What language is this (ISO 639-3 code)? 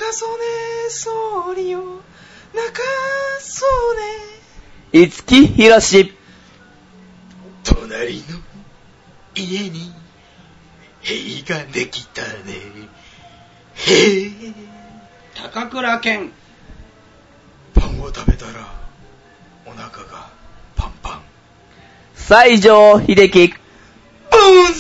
jpn